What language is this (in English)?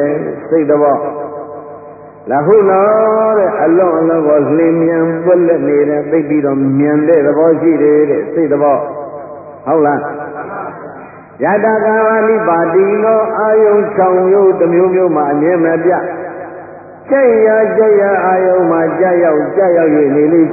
Burmese